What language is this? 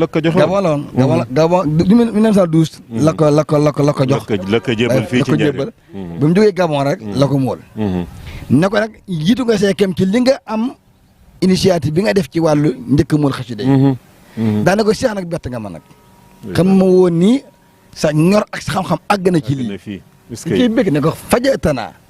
Wolof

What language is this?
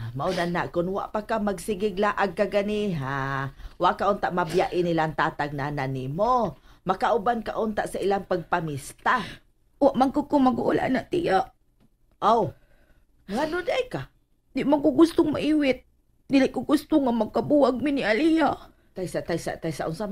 Cebuano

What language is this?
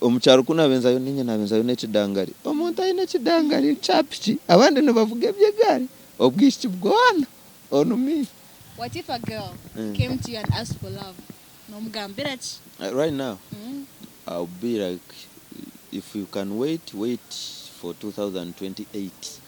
Nyankole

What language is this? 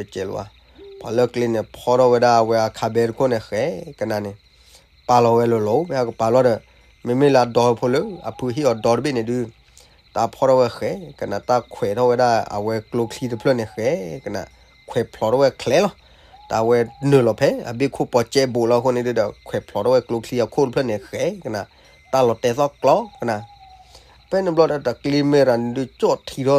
S'gaw Karen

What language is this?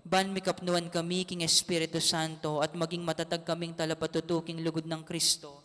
Pampanga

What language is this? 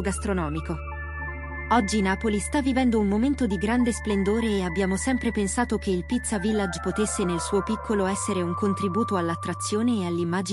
Italian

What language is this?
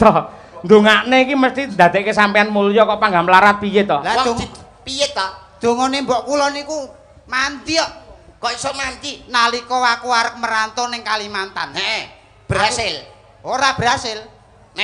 Javanese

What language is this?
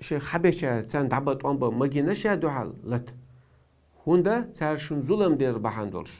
Chechen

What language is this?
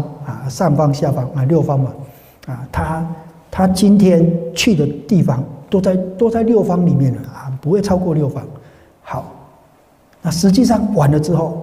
Chinese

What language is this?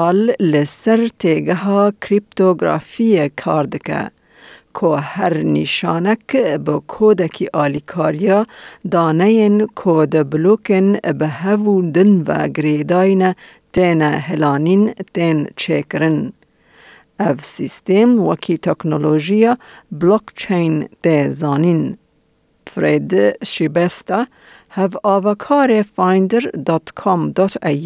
Kurdish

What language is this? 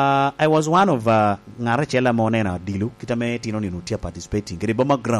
Lango (Uganda)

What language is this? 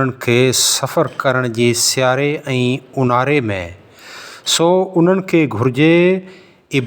Sindhi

